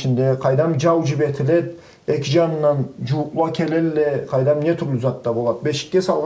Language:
Karachay-Balkar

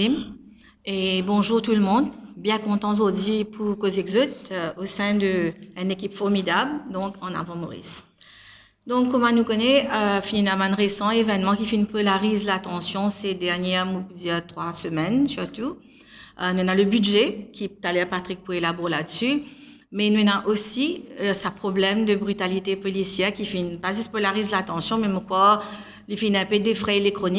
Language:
Morisyen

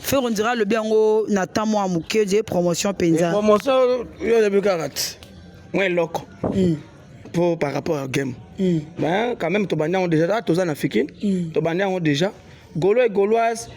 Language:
Lingala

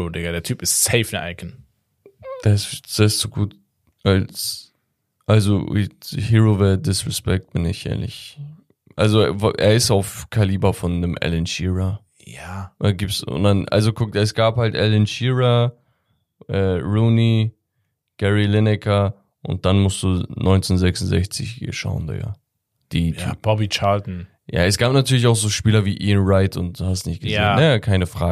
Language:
German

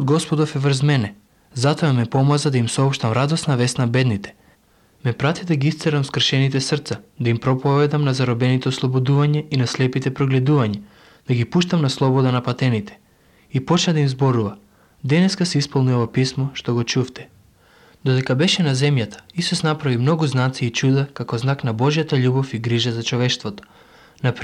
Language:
Macedonian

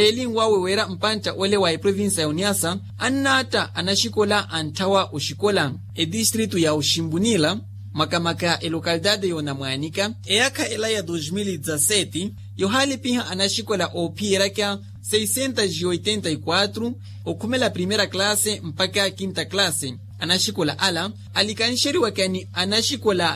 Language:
Makhuwa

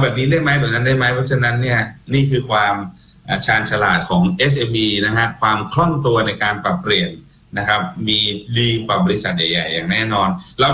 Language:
Thai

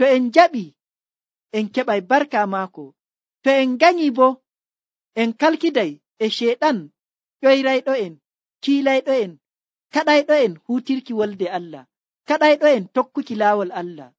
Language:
Nigerian Fulfulde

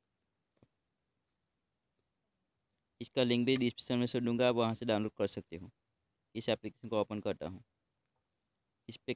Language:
Hindi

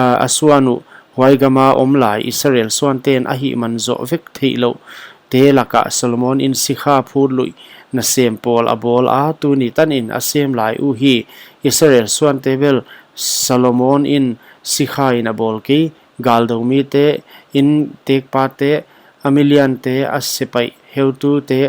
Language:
Paite Chin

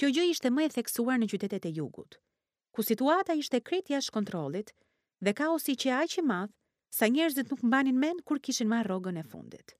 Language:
Albanian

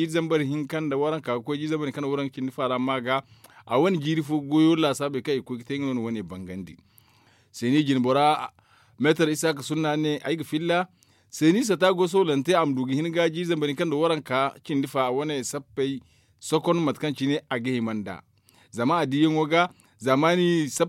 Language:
Zarma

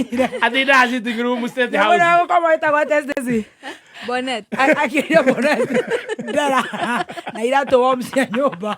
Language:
Kikuyu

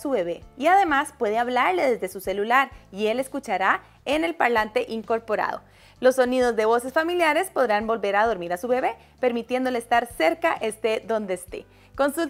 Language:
Spanish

